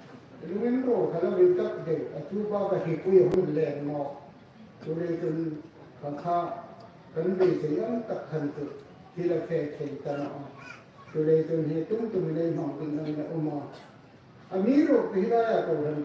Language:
Hmar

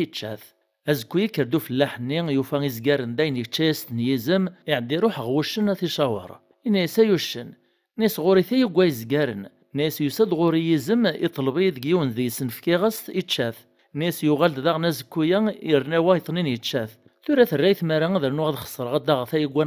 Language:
Kabyle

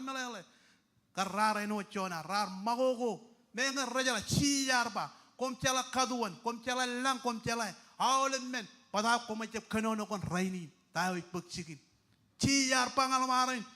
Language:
Marshallese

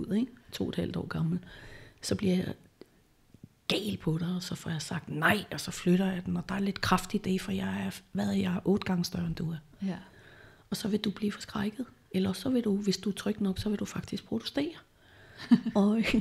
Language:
Danish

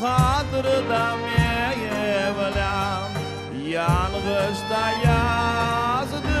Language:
Crimean Tatar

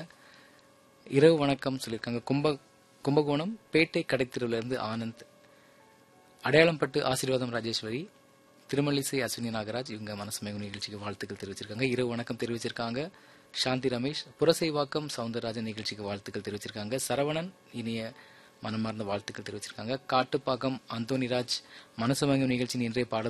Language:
Tamil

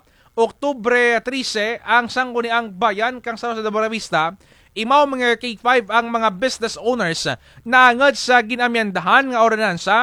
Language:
Kinaray-a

